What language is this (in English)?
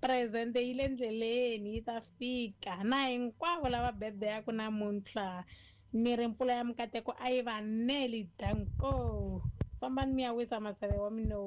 Tsonga